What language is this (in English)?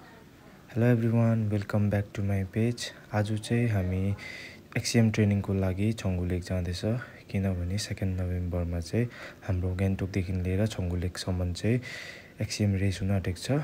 Nepali